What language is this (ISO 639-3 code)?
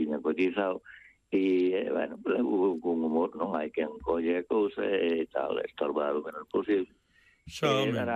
glg